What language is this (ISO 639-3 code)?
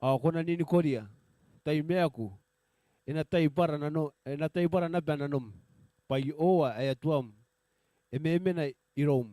gil